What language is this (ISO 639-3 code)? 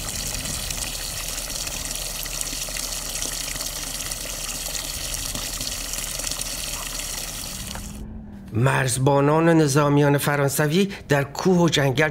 fas